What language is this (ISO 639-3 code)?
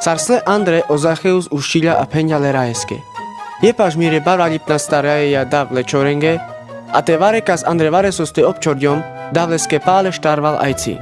rmc